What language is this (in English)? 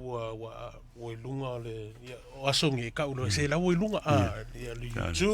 Samoan